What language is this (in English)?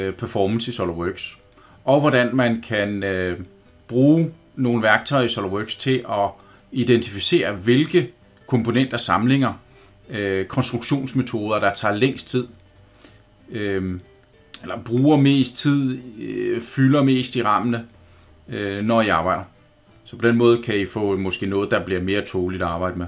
Danish